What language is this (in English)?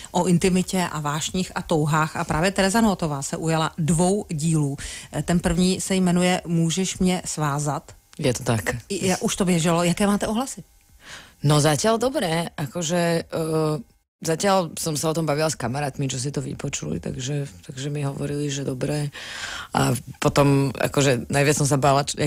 Slovak